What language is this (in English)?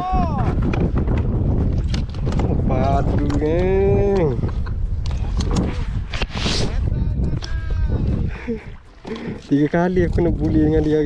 Malay